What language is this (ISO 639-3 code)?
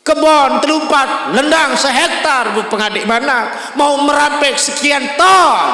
sas